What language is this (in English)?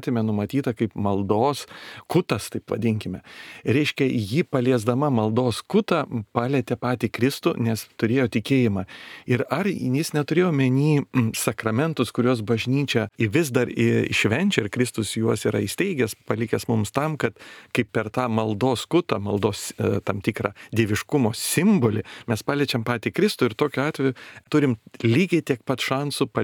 Lithuanian